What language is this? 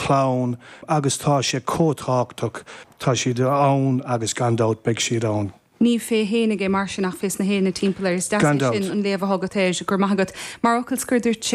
Irish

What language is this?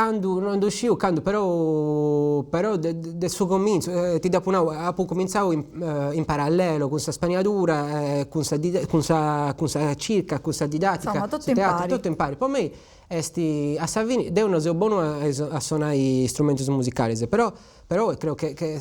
Sardinian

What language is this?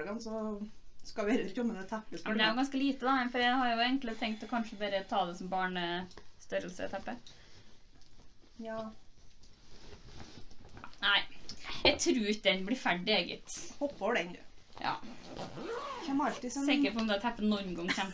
Norwegian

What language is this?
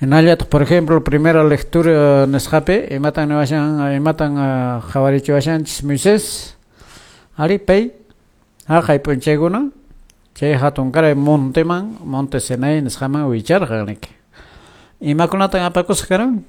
Quechua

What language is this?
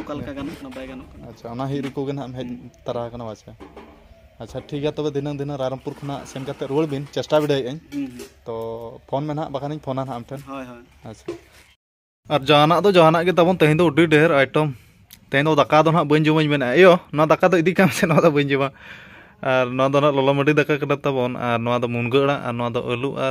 Santali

